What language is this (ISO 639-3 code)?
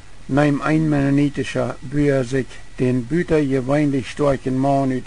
pdt